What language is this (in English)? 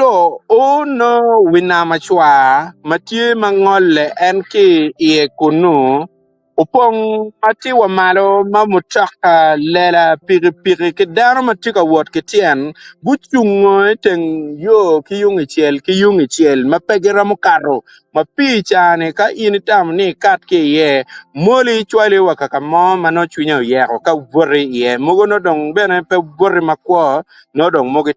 Acoli